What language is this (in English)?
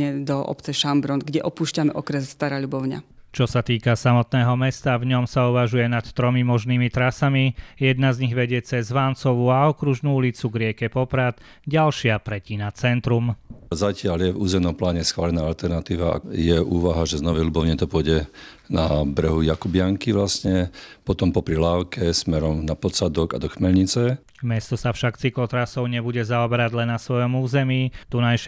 Slovak